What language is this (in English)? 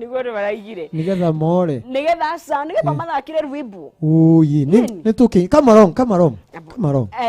Kikuyu